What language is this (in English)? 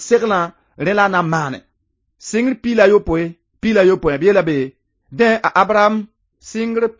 Mossi